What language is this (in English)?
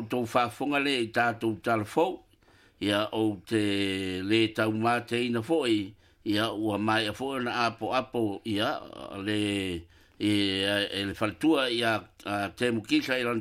Samoan